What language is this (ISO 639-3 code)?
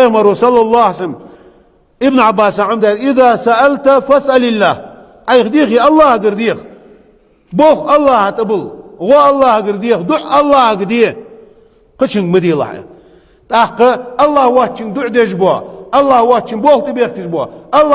che